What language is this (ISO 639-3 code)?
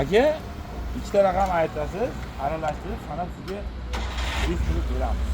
uzb